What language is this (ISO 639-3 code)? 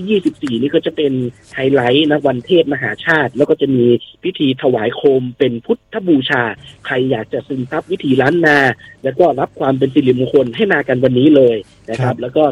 tha